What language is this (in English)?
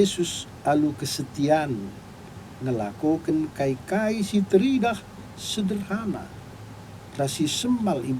Batak Karo